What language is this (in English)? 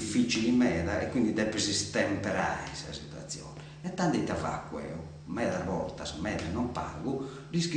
Sardinian